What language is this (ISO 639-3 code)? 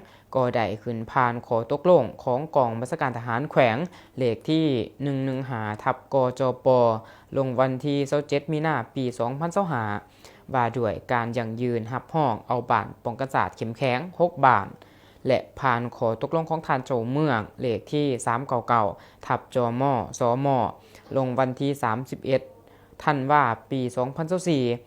lao